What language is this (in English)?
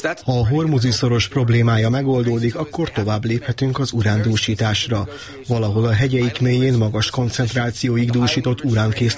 Hungarian